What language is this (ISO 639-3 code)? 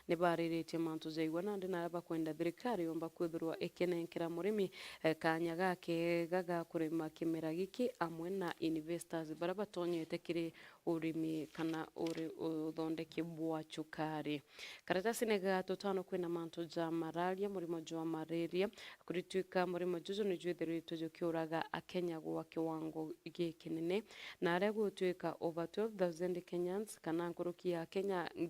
mer